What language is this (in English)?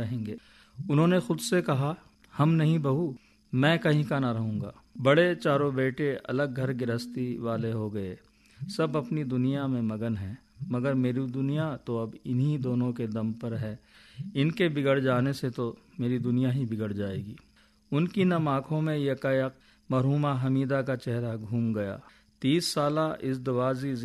Urdu